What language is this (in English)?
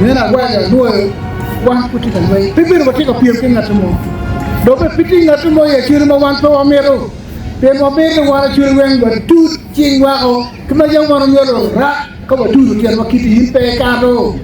Acoli